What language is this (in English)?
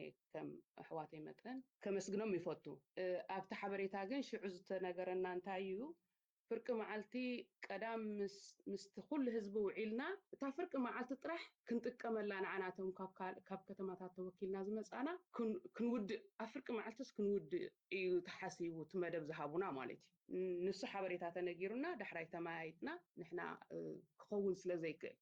Tigrinya